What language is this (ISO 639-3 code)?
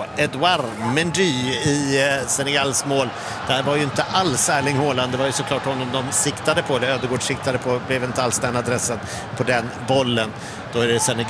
swe